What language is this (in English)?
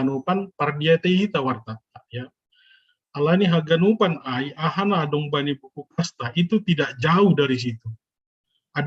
Batak Simalungun